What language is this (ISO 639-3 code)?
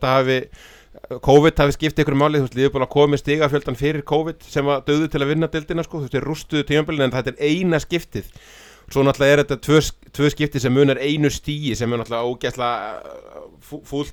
isl